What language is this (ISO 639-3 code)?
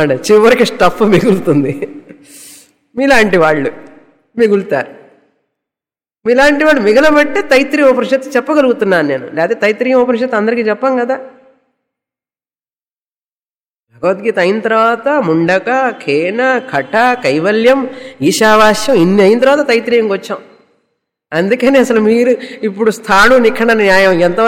tel